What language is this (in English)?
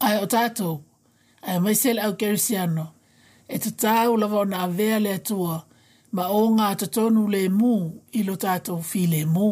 Samoan